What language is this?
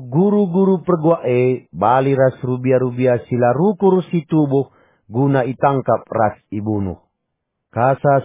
Batak Karo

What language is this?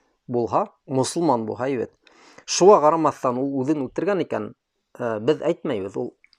Bashkir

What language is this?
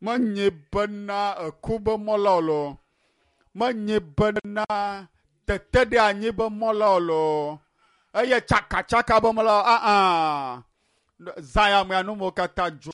Ewe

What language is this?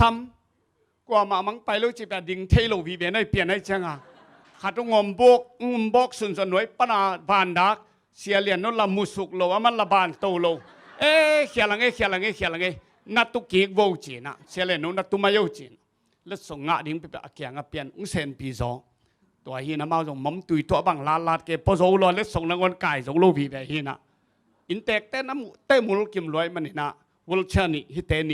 Tedim Chin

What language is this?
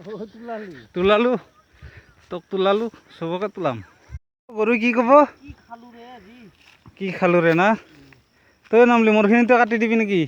Assamese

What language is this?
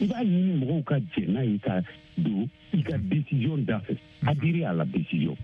Bambara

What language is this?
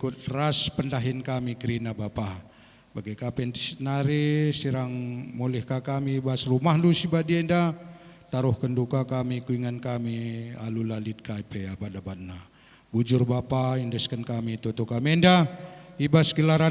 Batak Karo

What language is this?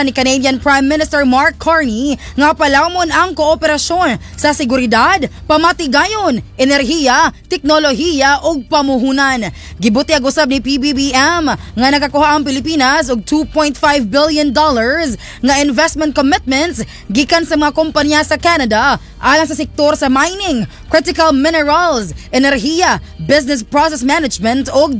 Cebuano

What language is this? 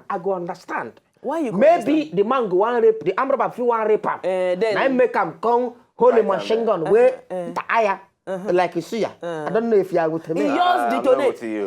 Nigerian Pidgin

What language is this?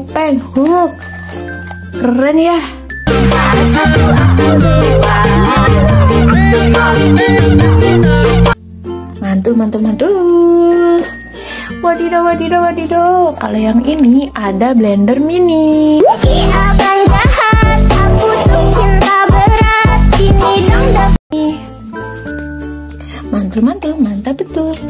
Indonesian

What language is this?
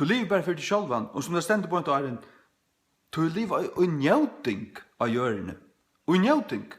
Faroese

